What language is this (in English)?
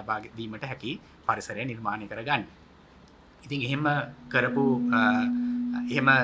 Sinhala